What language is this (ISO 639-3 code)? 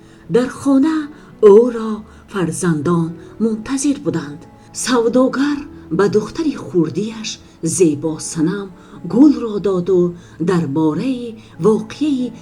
tgk